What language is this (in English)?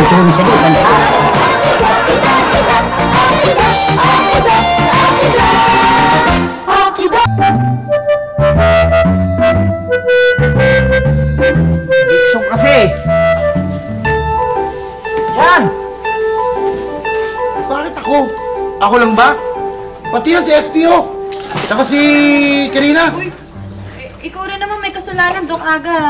Filipino